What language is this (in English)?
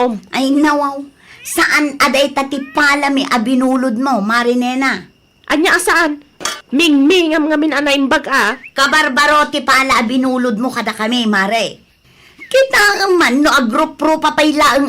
Iloko